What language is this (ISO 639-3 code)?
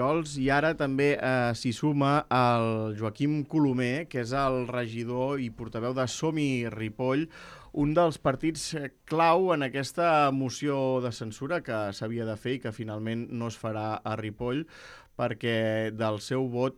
cat